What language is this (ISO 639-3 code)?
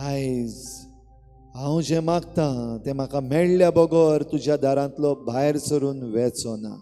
kok